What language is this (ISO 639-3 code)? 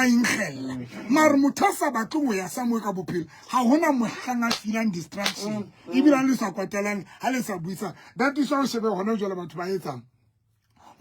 sot